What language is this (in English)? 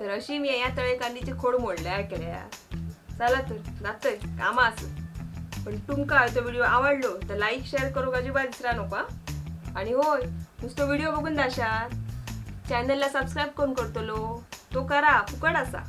Konkani